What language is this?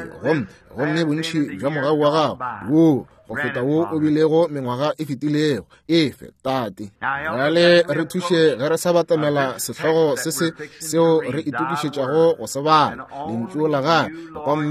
Northern Sotho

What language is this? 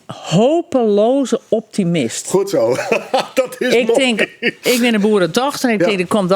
Western Frisian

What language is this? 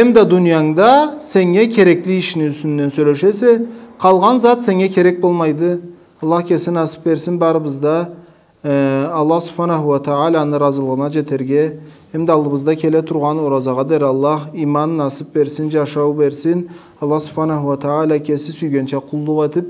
Karachay-Balkar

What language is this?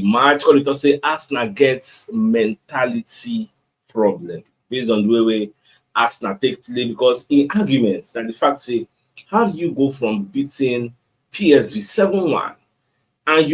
Nigerian Pidgin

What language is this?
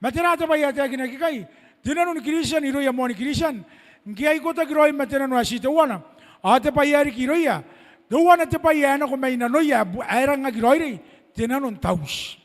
Gilbertese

